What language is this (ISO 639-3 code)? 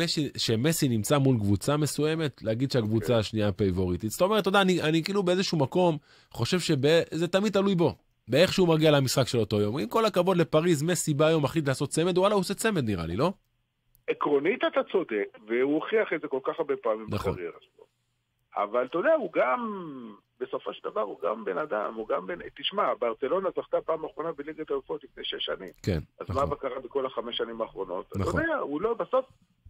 heb